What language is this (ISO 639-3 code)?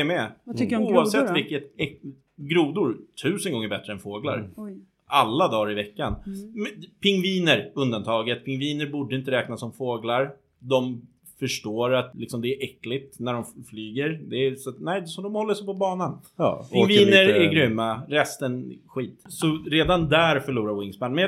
swe